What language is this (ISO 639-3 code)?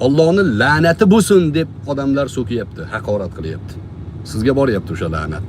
uzb